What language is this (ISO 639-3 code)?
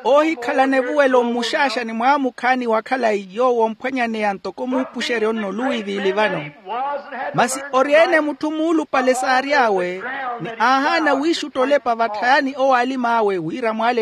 vmw